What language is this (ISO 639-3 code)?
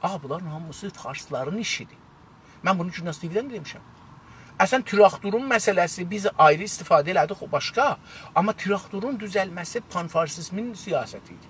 azb